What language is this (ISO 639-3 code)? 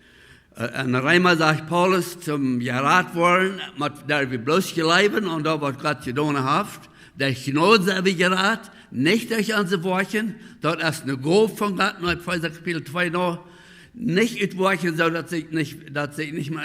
pdt